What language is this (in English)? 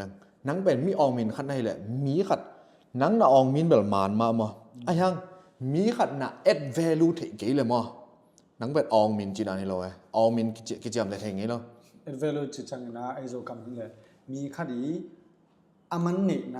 Tedim Chin